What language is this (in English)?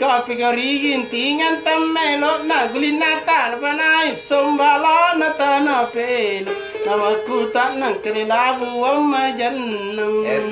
Makasar